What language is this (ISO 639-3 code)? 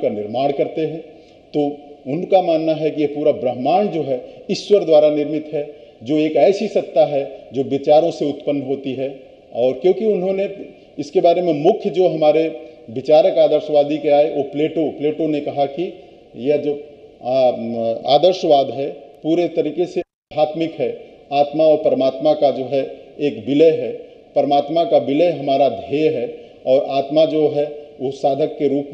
hin